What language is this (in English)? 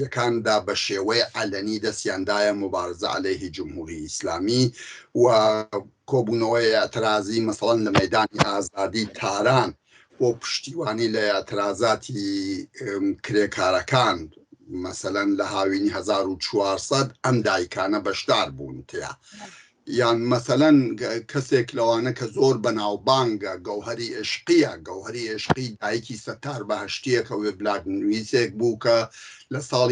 Central Kurdish